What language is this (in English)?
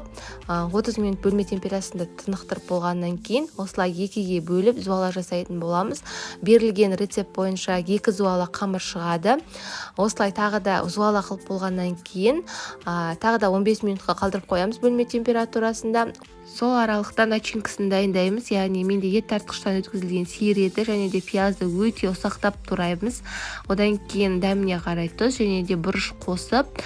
Kazakh